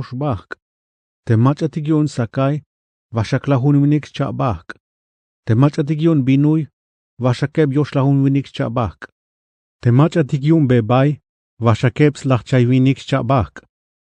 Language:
Tzeltal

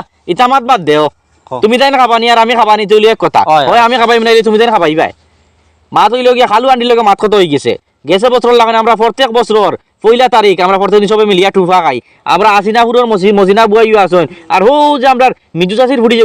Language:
Sylheti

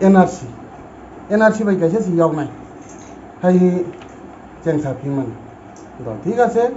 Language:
Kok Borok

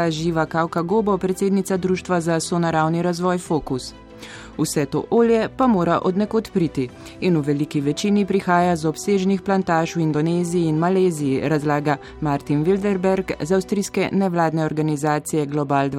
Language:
Slovenian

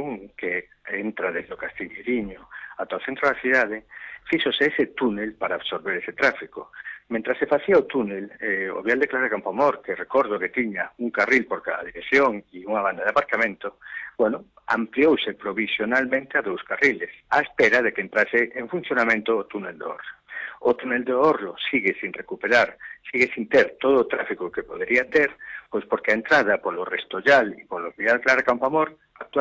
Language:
Galician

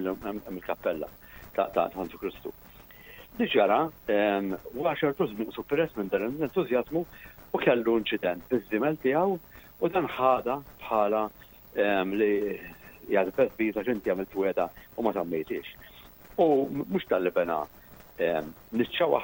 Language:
Maltese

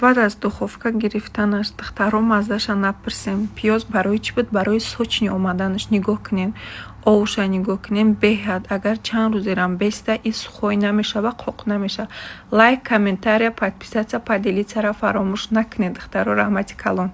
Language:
Tajik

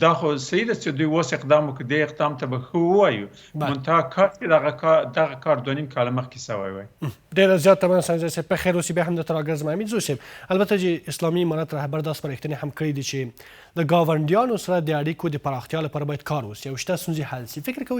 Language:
Pashto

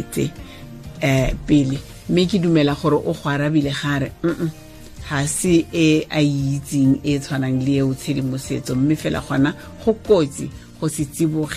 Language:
Tswana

